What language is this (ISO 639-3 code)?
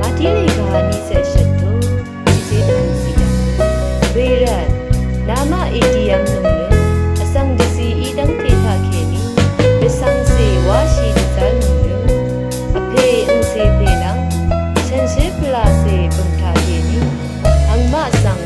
raw